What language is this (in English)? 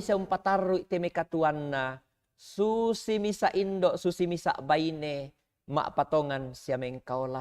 Toraja-Sa'dan